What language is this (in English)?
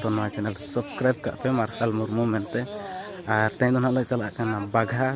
Santali